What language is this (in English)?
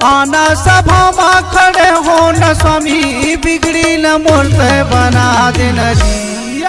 Chhattisgarhi